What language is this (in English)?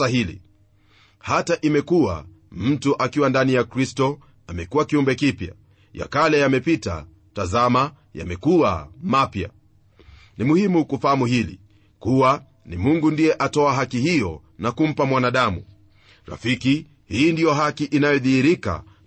Swahili